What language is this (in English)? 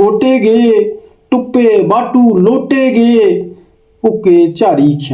Dogri